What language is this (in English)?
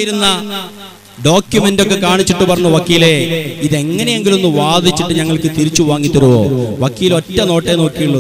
Malayalam